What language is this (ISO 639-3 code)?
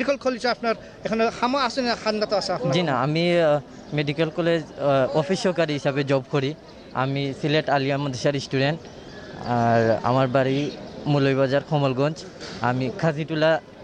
syl